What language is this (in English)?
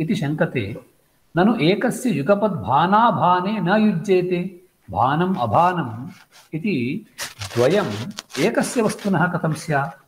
Sanskrit